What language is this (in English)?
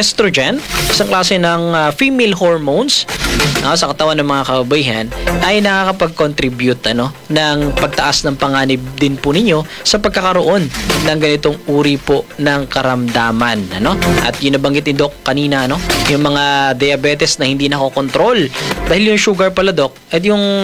Filipino